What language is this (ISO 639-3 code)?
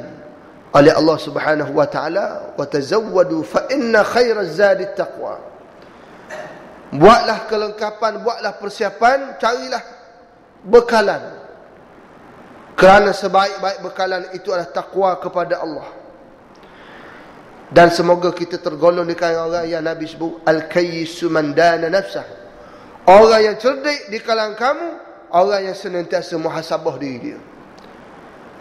msa